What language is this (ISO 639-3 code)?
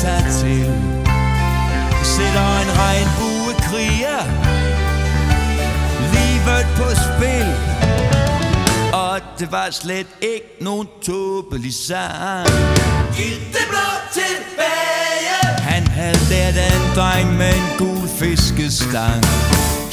dan